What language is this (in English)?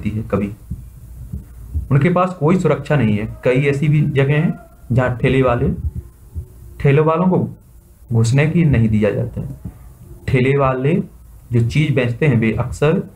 Hindi